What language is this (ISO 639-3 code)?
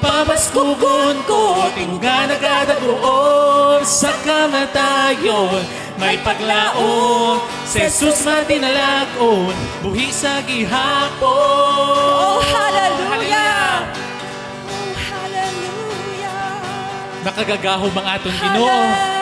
hil